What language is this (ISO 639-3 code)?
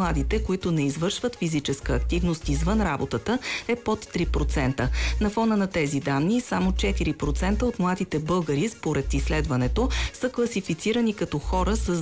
bul